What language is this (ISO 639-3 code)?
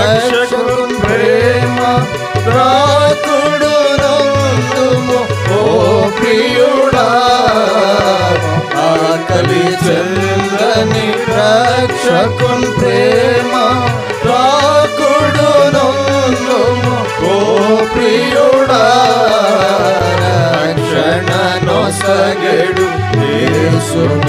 tel